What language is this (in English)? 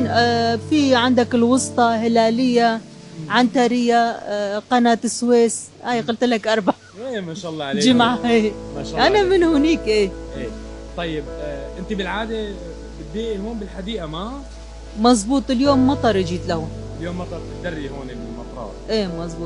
North Levantine Arabic